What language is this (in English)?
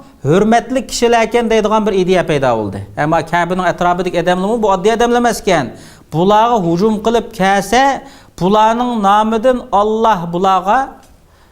Uyghur